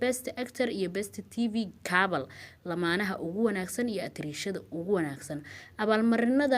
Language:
Somali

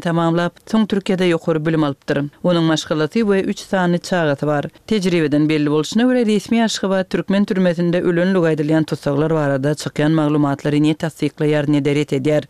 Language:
Turkmen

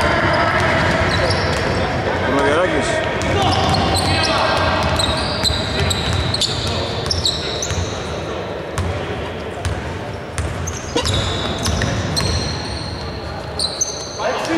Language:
Greek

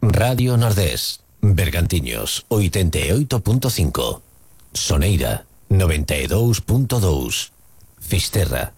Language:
Galician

